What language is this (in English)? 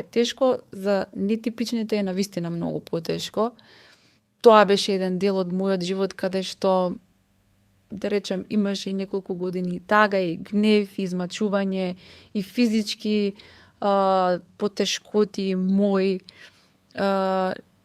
Macedonian